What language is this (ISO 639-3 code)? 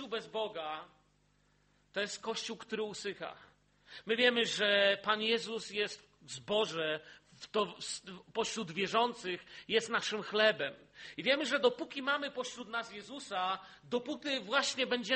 pol